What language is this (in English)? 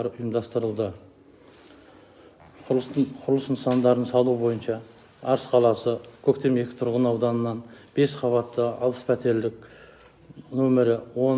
Kazakh